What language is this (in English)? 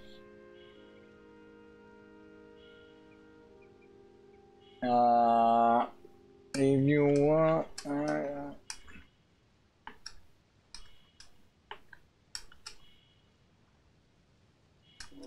Spanish